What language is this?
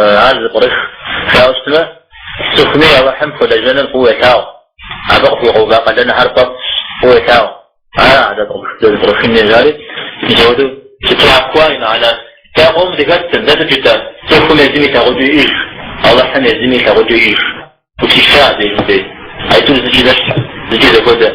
Kabardian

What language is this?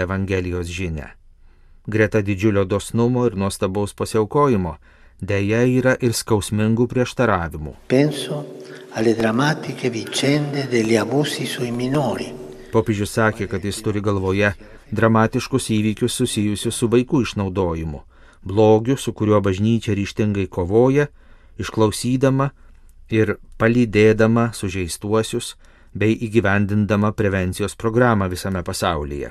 Lithuanian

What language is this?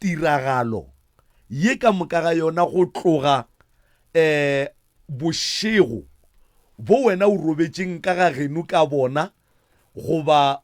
Northern Sotho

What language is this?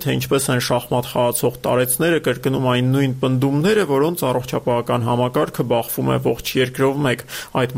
Armenian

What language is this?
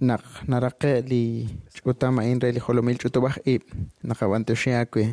Kekchí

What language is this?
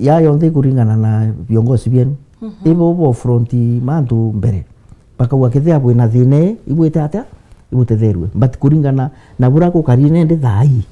Meru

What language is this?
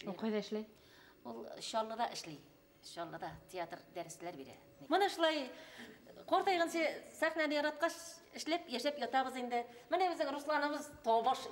Bashkir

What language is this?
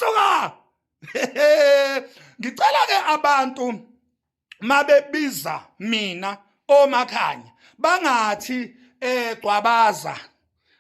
Zulu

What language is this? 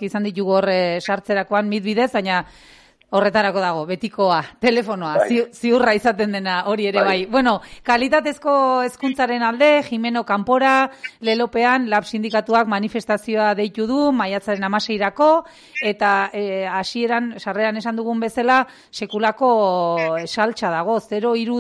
Basque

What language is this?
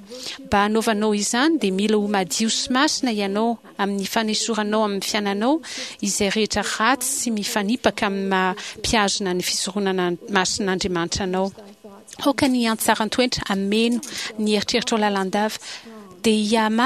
Malagasy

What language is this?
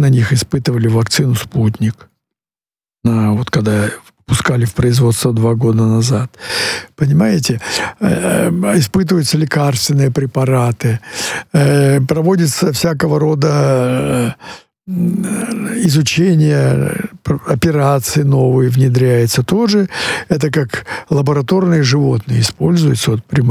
Russian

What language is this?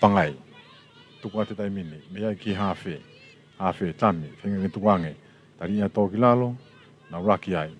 Tongan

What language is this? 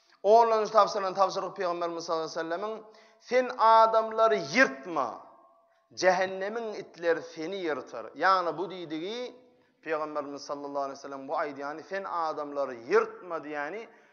Turkmen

